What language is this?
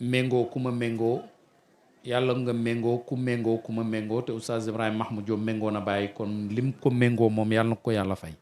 Wolof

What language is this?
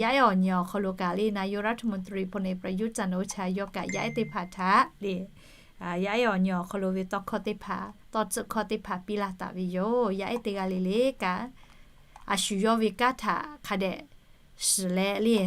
Lahu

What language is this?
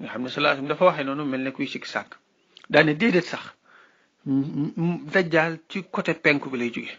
Wolof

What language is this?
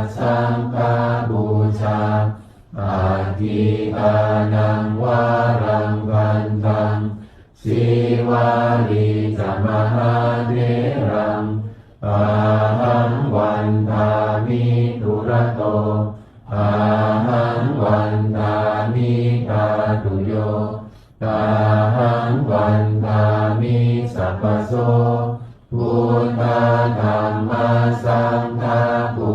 Pali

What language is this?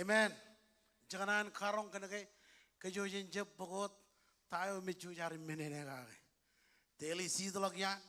Marshallese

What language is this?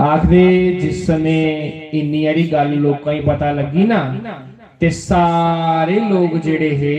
Dogri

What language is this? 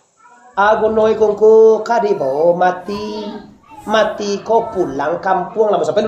Minangkabau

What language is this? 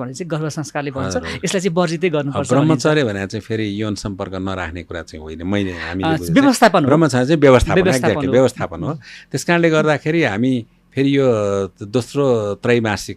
Nepali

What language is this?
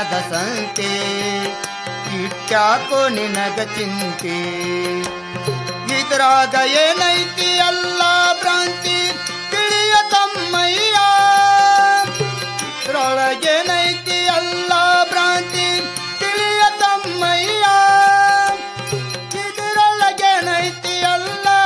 Kannada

